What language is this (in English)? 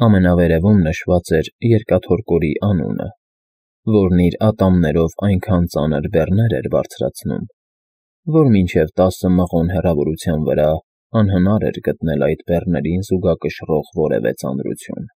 Armenian